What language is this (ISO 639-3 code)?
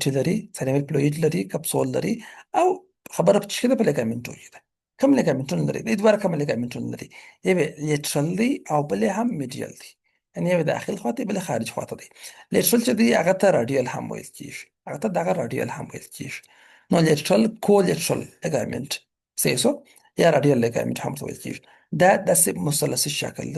pus